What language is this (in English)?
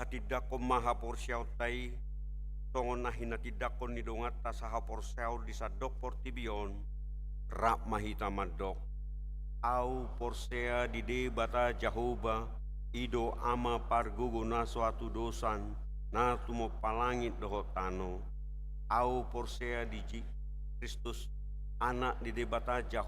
Batak Toba